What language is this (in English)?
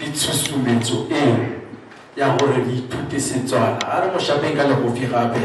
Tswana